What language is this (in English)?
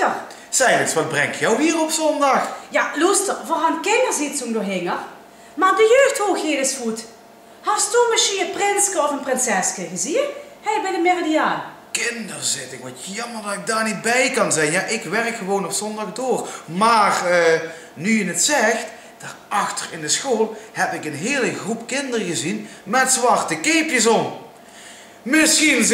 Limburgish